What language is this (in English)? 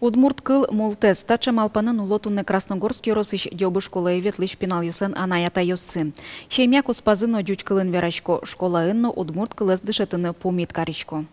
Udmurt